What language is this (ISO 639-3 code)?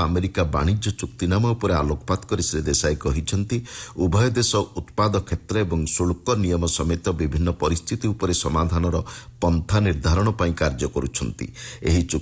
ori